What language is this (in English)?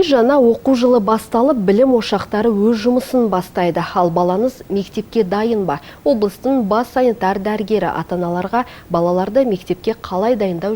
Kazakh